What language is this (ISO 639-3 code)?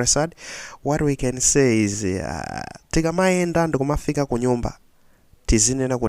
nya